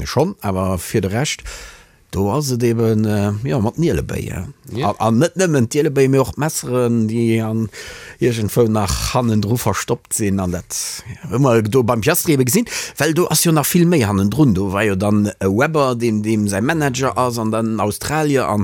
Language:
Luxembourgish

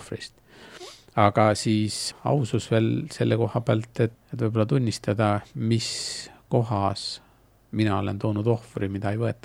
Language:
Estonian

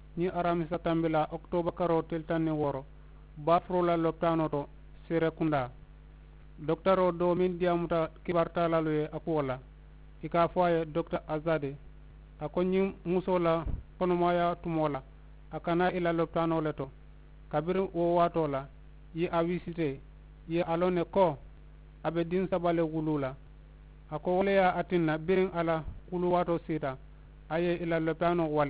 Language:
Mandingo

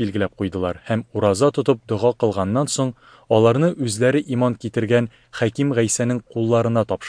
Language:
Tatar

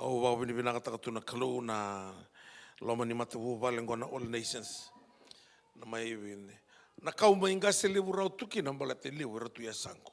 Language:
Fijian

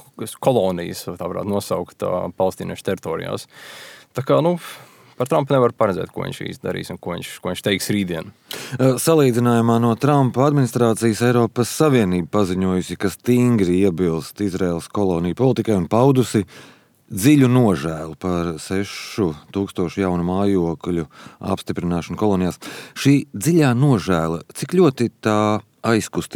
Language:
Latvian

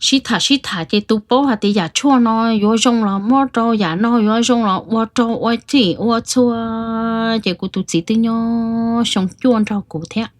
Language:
Hmong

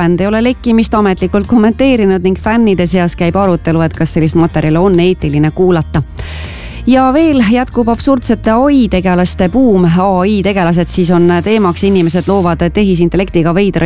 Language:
Estonian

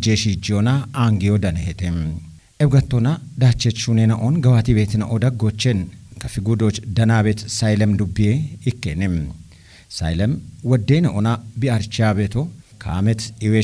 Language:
Kafa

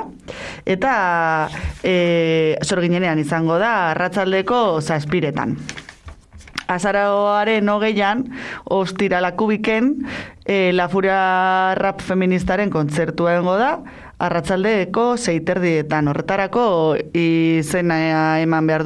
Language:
Basque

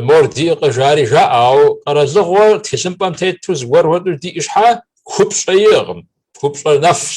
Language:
Kabardian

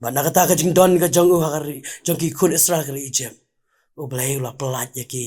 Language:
Khasi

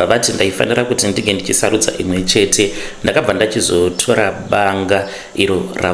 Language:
Shona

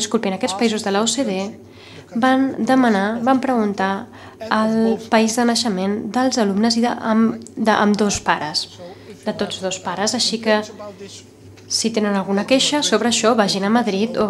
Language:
Catalan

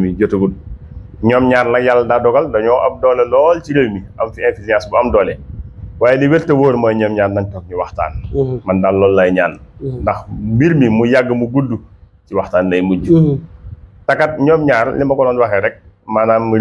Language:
Wolof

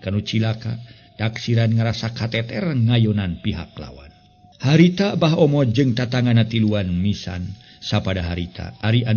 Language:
Sundanese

